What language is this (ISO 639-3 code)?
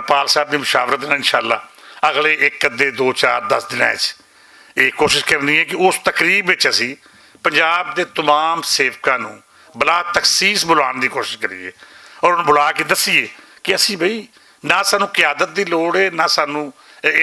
lah